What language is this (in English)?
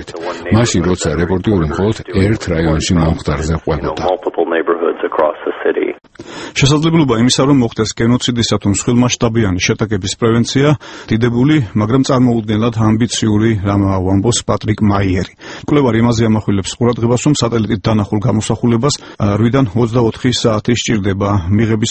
Georgian